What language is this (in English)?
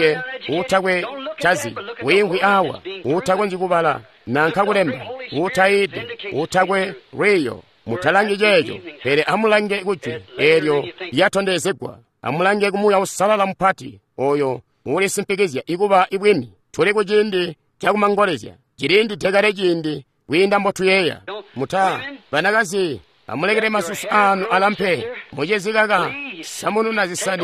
Tonga (Zambia)